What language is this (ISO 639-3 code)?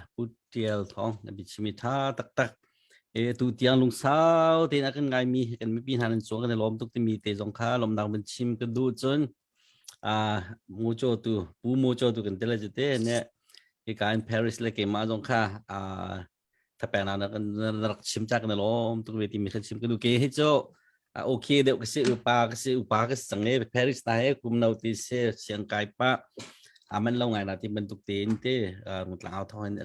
cnh